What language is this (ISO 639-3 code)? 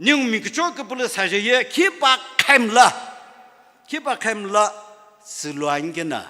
nsm